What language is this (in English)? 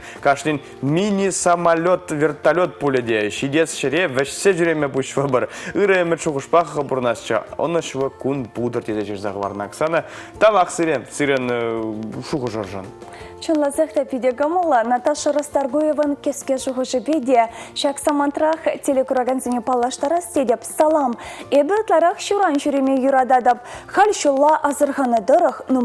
Chuvash